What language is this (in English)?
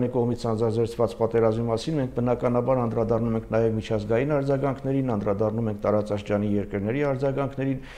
Armenian